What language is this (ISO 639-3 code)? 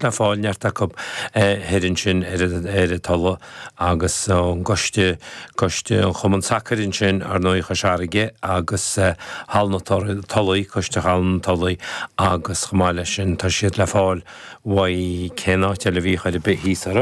gle